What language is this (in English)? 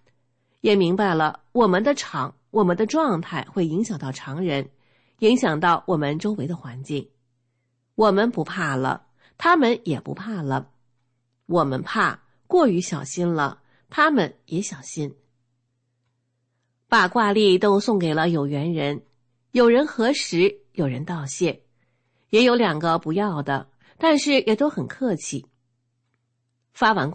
Chinese